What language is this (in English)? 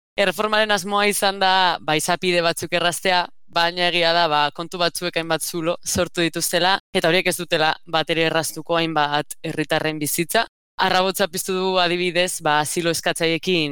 Basque